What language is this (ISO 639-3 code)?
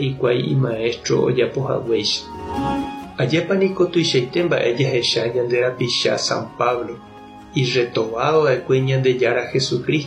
grn